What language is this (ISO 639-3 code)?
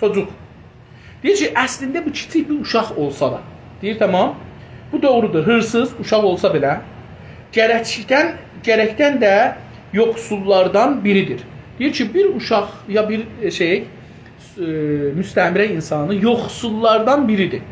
azb